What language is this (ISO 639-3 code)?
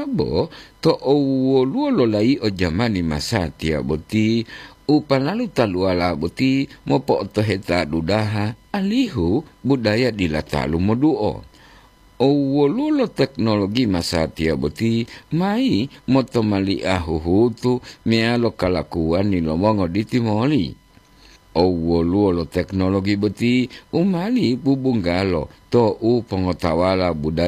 gor